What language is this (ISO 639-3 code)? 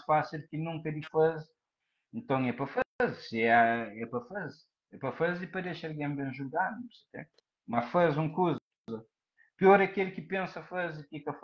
kea